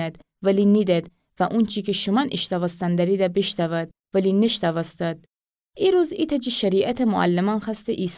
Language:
Gilaki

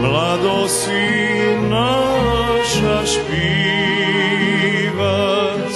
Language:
Rusyn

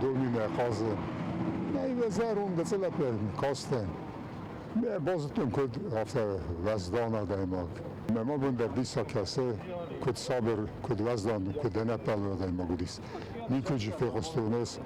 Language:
Ossetic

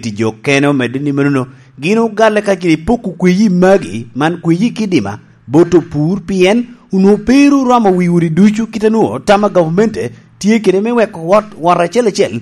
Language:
Lango (Uganda)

